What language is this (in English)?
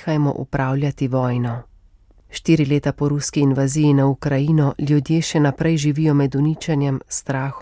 Slovenian